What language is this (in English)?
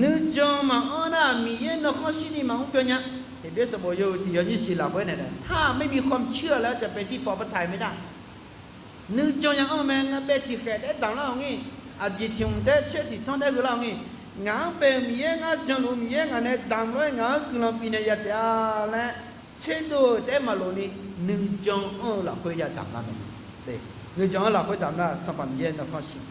Akha